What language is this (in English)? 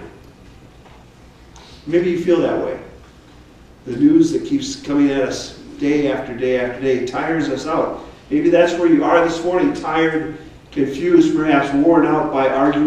English